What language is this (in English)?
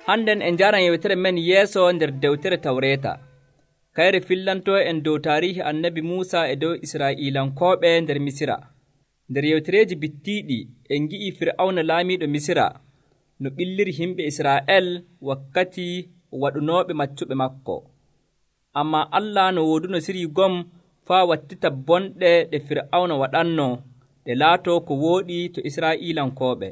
Nigerian Fulfulde